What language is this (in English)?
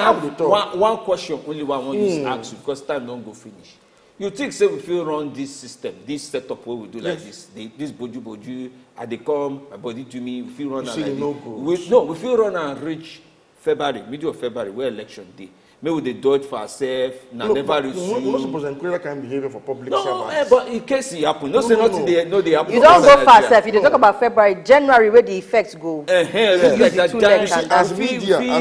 Nigerian Pidgin